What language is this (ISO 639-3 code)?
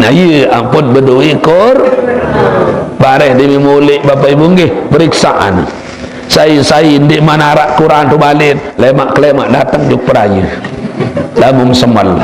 sas